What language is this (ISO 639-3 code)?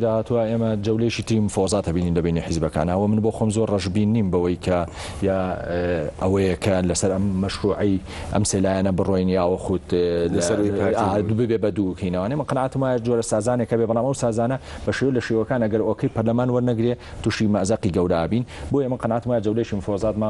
ckb